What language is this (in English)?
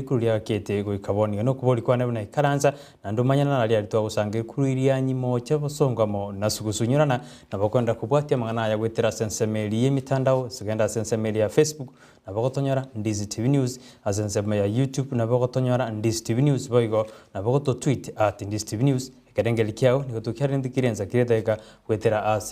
Gusii